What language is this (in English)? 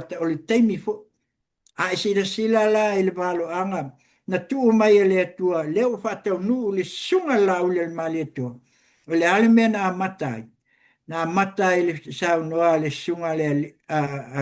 Samoan